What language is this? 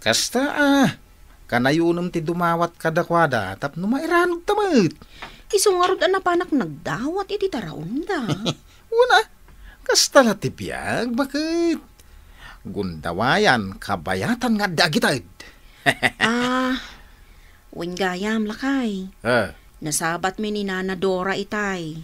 Iloko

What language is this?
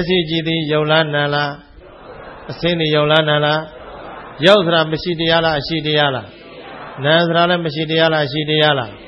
Burmese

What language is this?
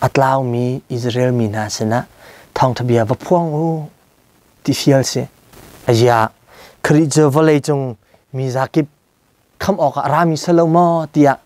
Hakha Chin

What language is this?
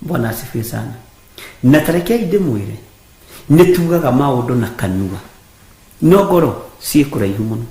Kikuyu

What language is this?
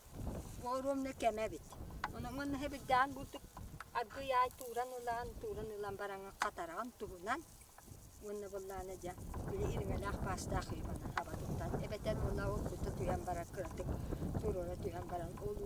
Yakut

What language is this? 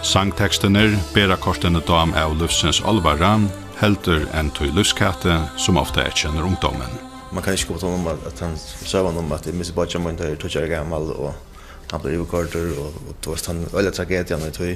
Faroese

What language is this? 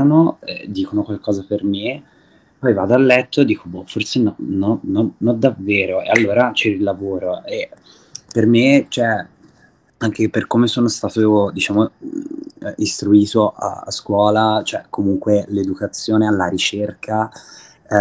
Italian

